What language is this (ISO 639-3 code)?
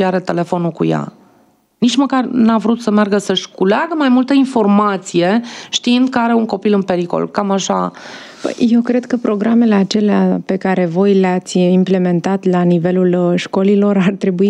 ron